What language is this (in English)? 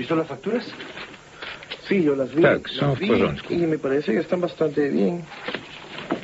Polish